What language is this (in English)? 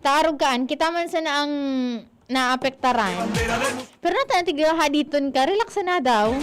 Bikol